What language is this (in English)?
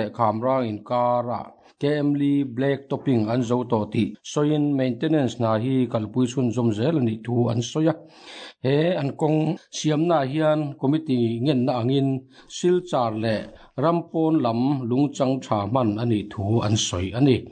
Mizo